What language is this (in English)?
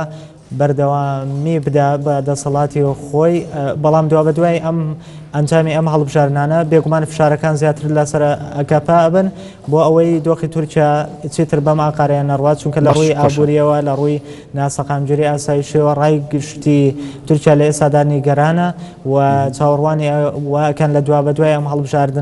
Central Kurdish